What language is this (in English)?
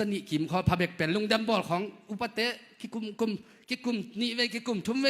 Tedim Chin